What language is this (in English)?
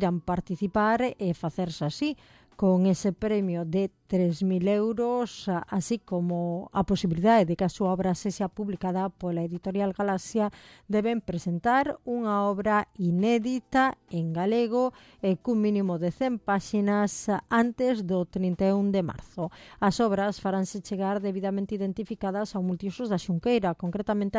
Galician